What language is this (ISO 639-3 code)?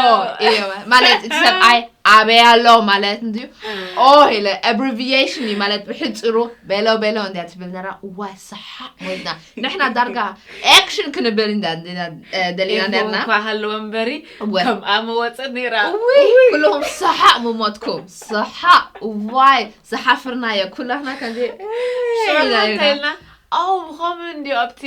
tir